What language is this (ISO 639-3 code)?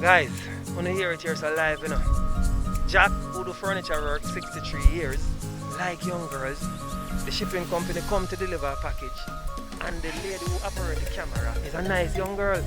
jam